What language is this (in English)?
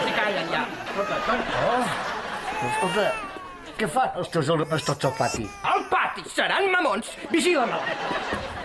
Catalan